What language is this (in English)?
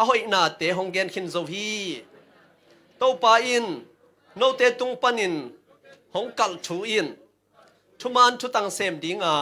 Tedim Chin